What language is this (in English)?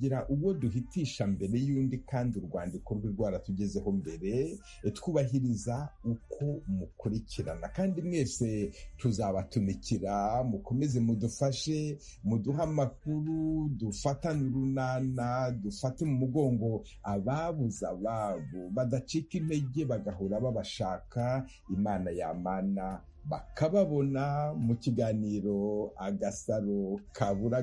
Kinyarwanda